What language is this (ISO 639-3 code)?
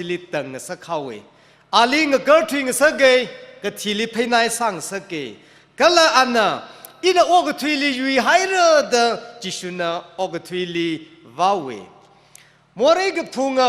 nmf